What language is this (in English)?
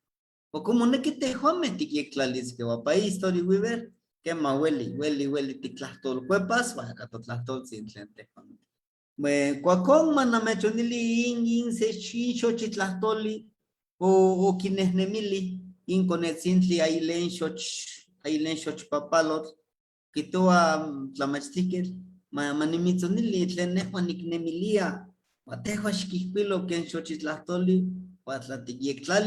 Eastern Huasteca Nahuatl